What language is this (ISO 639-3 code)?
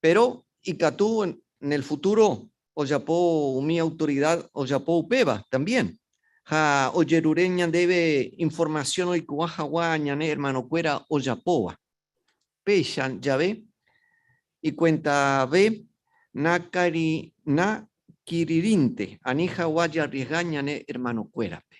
grn